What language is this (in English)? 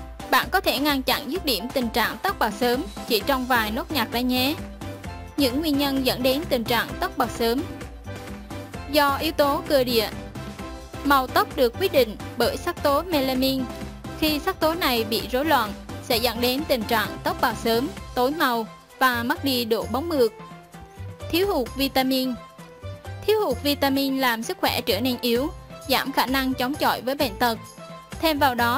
Vietnamese